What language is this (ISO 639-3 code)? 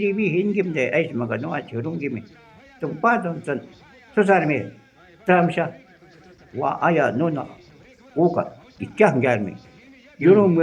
jiv